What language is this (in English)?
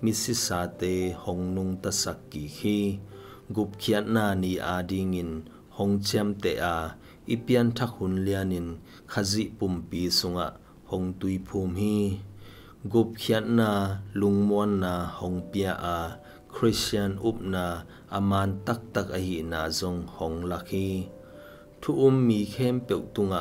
Tedim Chin